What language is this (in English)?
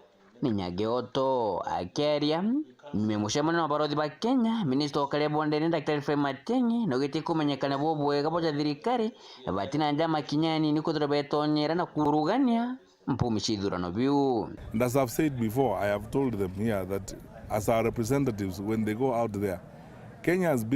Meru